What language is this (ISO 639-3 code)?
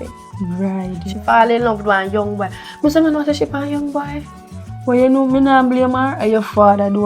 jam